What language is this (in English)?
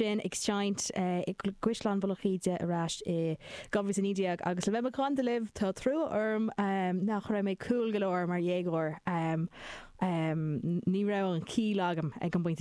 Irish